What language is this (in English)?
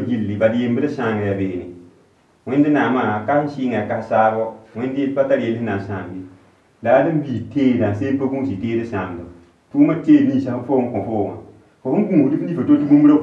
Mossi